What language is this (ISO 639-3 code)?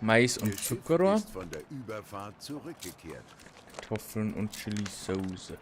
bar